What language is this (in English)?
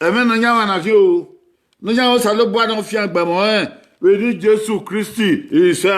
Bini